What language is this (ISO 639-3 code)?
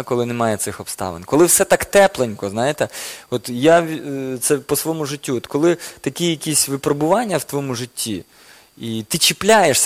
ukr